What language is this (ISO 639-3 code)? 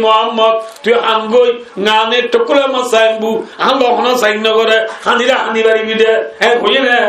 rhg